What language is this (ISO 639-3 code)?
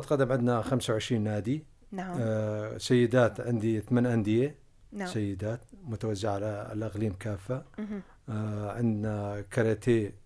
apc